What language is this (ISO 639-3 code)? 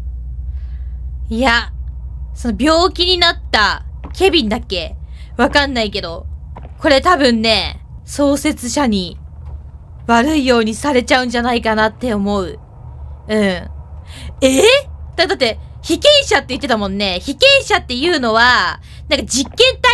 jpn